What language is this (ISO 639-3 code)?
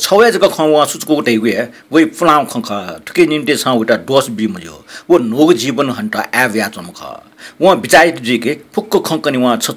new